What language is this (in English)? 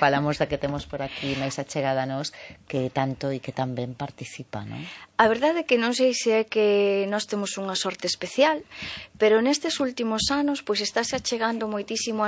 Galician